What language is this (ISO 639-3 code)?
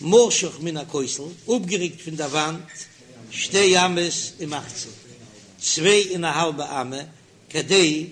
yid